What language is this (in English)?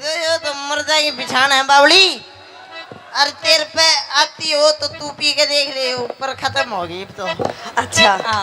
Haryanvi